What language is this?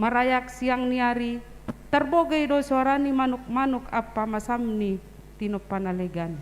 Batak Simalungun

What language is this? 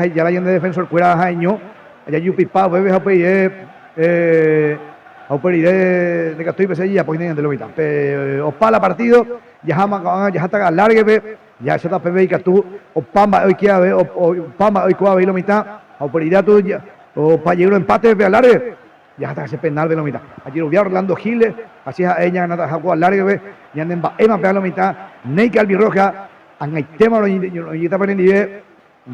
Guarani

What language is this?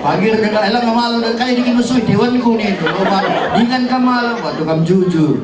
Batak Karo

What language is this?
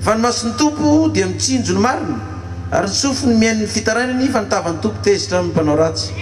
Malagasy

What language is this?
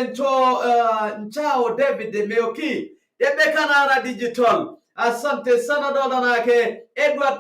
Masai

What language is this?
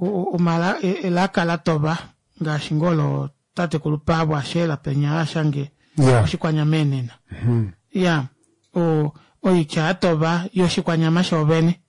Kuanyama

